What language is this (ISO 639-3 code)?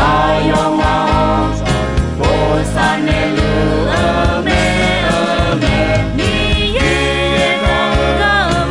ahk